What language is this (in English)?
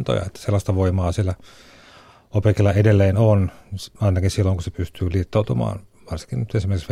Finnish